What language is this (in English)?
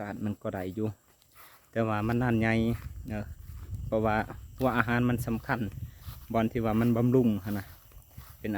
Lao